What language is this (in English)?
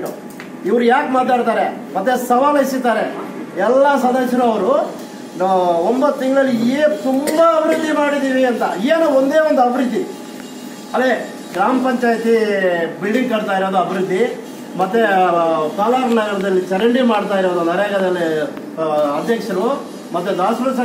Kannada